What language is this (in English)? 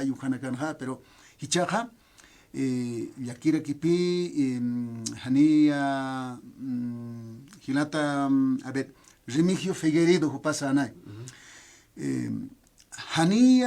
Aymara